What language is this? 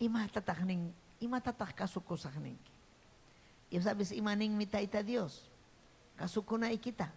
Ayacucho Quechua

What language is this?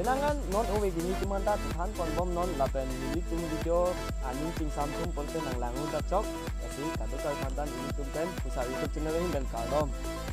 Karbi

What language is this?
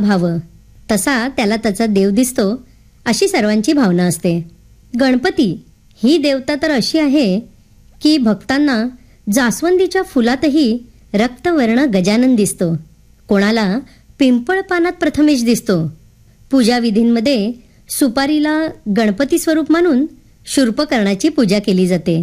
Marathi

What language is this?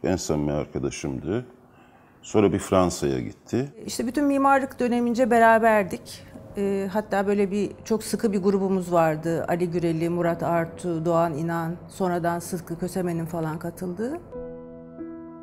Turkish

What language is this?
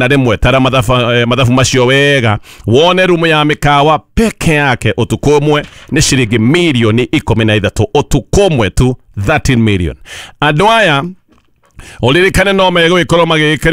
Kikuyu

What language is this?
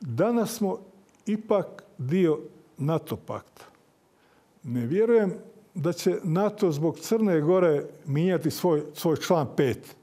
Serbian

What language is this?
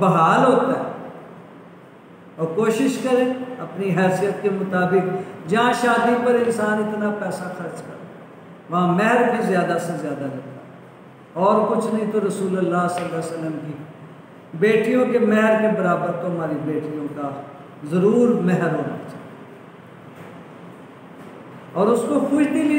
Urdu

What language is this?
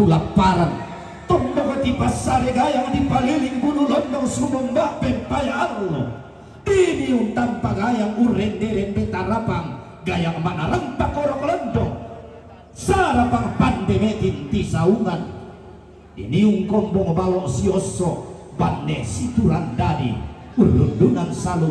Toraja-Sa'dan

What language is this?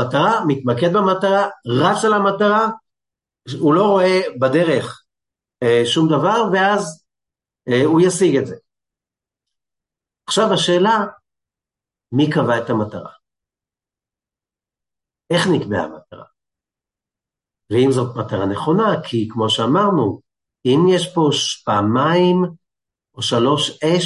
Hebrew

